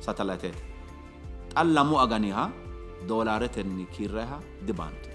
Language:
Sidamo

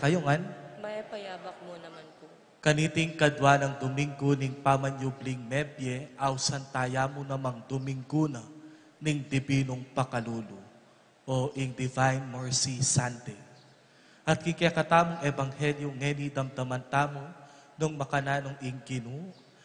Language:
Pampanga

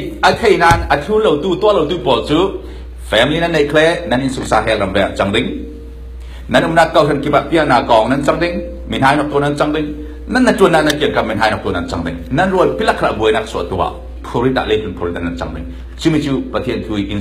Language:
Falam Chin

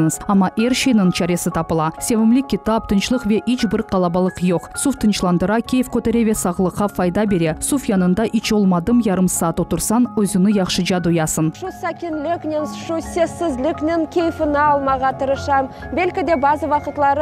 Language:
Crimean Tatar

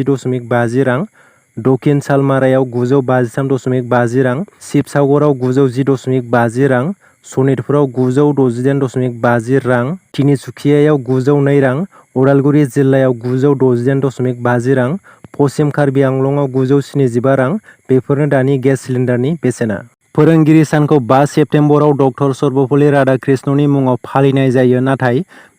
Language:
Bodo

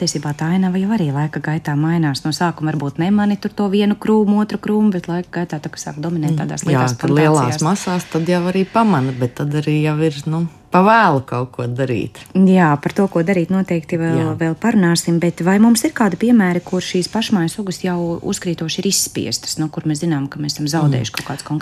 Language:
Latvian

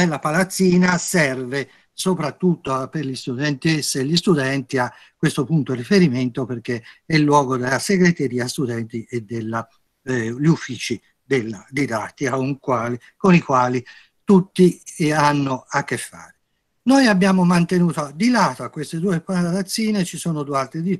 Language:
Italian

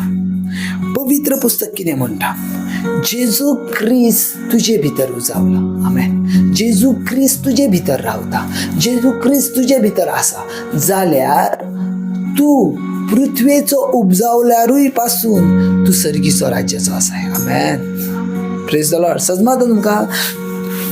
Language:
Konkani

